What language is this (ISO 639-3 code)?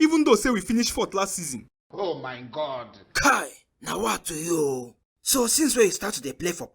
pcm